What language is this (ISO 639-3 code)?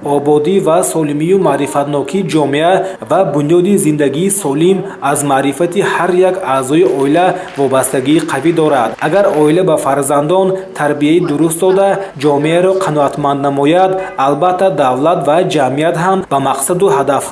tgk